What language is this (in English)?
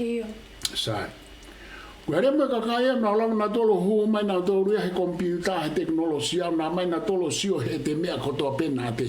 Tongan